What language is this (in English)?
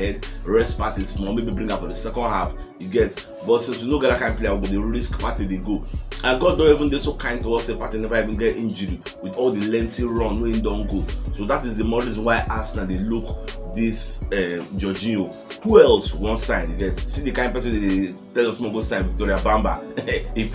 Nigerian Pidgin